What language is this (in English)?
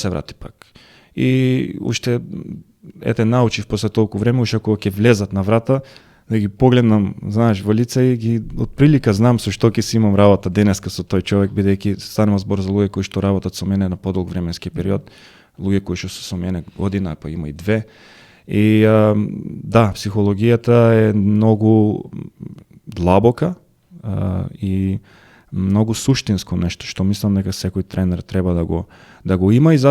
Macedonian